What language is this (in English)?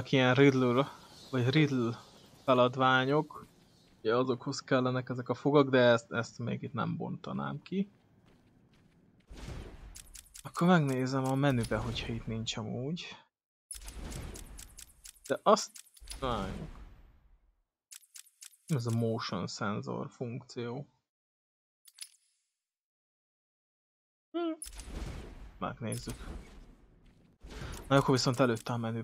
Hungarian